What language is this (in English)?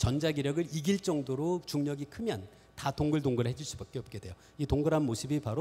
Korean